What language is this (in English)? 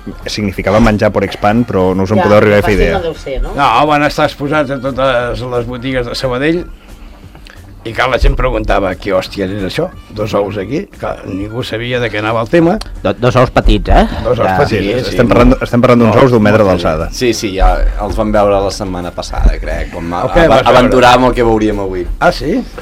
Catalan